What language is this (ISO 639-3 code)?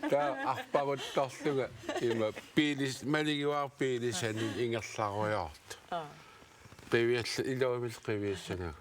kal